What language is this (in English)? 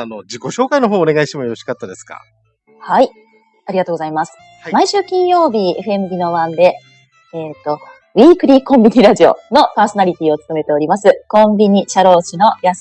Japanese